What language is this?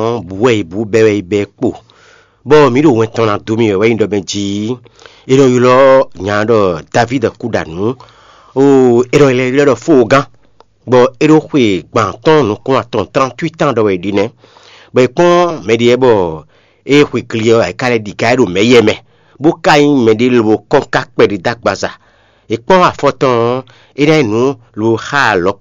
Fon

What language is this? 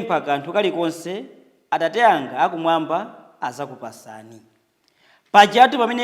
Nyanja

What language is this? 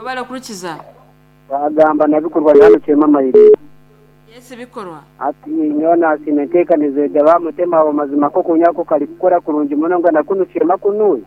Nyankole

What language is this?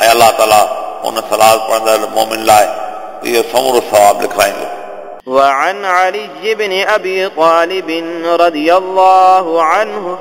Sindhi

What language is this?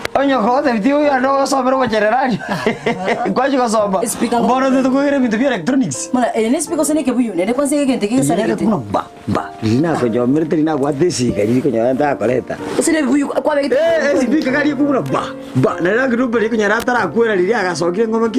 Gusii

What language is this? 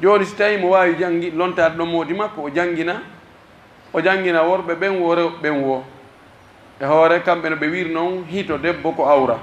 Pular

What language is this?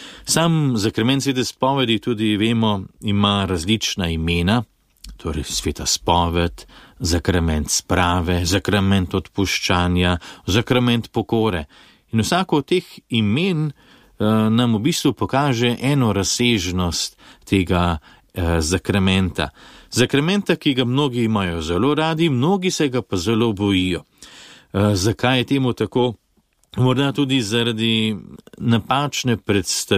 Slovenian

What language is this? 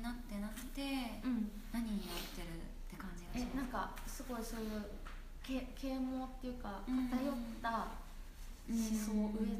Japanese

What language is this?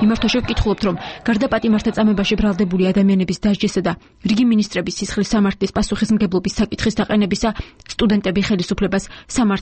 Georgian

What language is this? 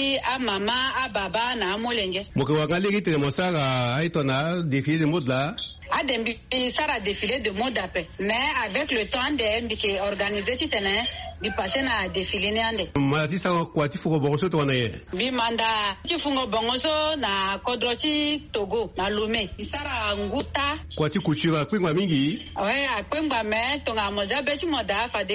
Sango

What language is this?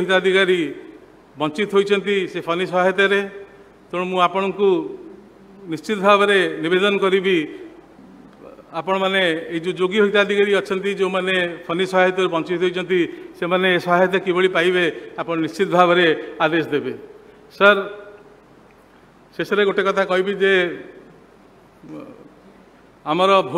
Odia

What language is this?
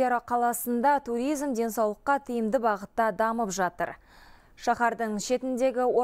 Kazakh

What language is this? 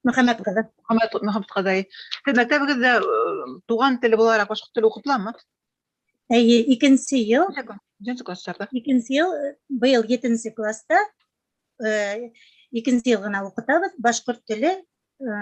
Bashkir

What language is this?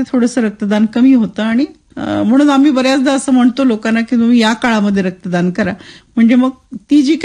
Marathi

